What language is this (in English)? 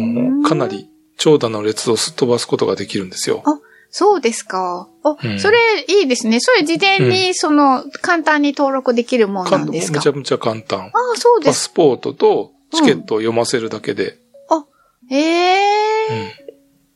Japanese